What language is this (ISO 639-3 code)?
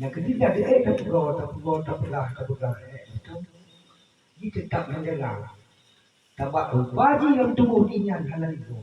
ace